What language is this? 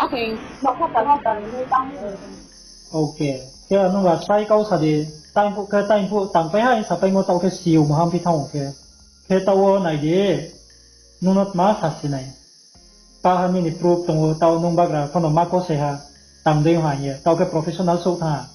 Riang (India)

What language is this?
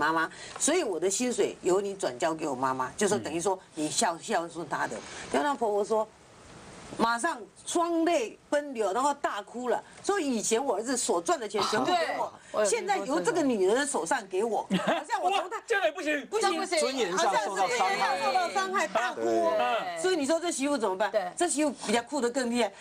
Chinese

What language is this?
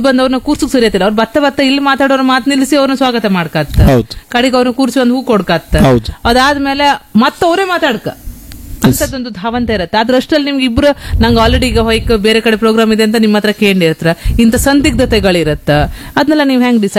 Kannada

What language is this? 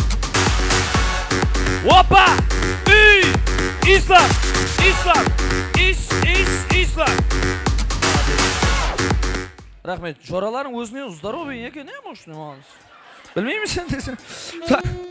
Kazakh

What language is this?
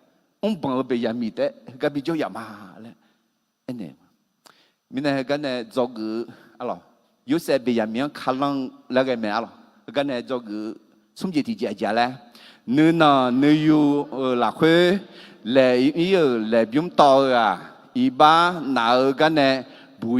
Akha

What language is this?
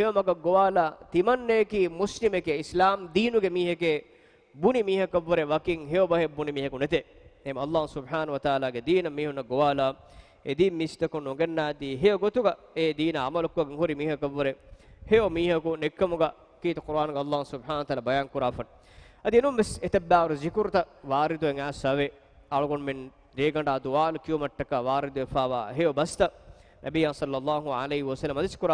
Divehi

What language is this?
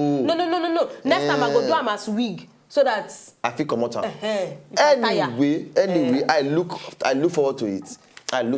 Nigerian Pidgin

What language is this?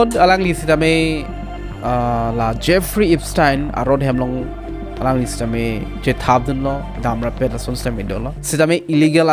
Karbi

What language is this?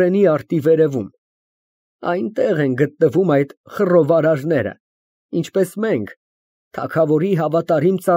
Armenian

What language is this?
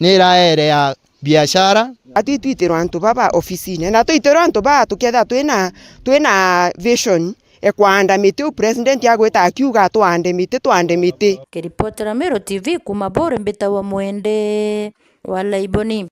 Meru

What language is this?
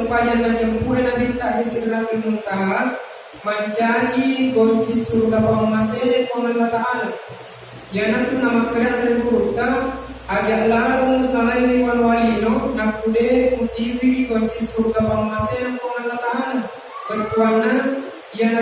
Buginese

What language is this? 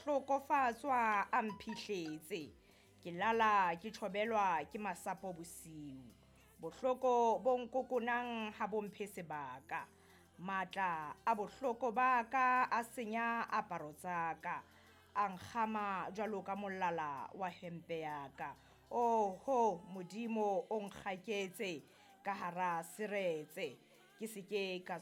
Southern Sotho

